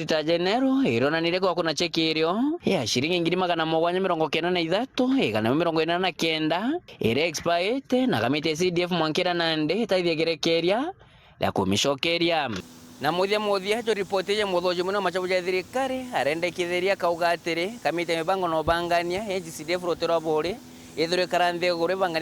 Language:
Meru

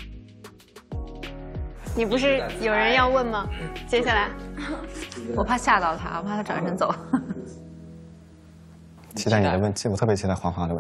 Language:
Chinese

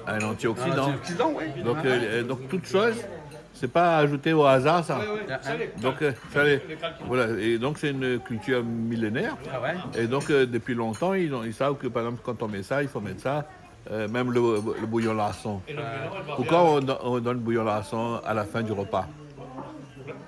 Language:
Réunion Creole French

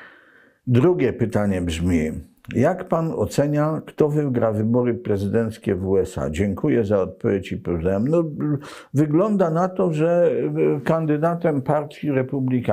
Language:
Polish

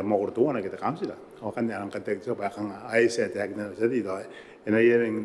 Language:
Gilbertese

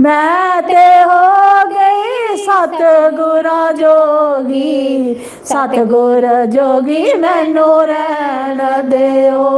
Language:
Dogri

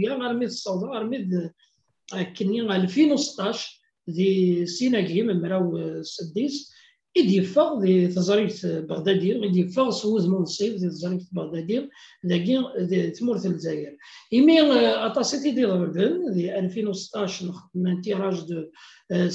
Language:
Kabyle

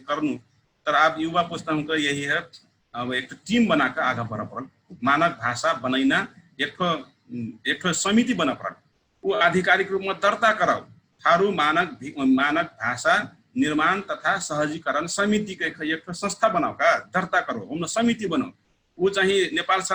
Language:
Dangaura Tharu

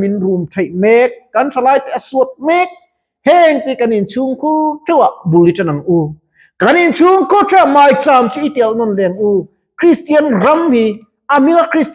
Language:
Mizo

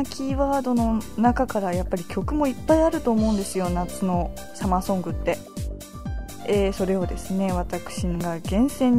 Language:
Japanese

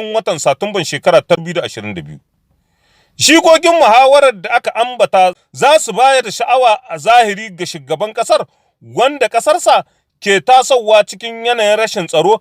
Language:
Hausa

